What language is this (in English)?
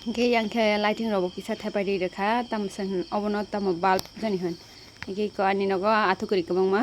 Kok Borok